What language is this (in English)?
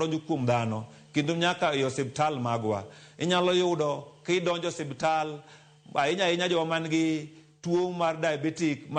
Luo (Kenya and Tanzania)